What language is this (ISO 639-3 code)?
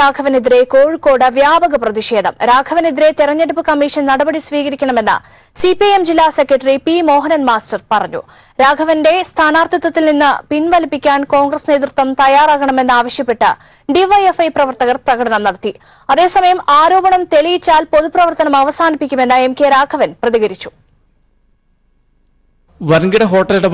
mal